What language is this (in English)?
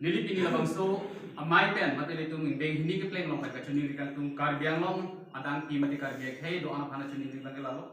Karbi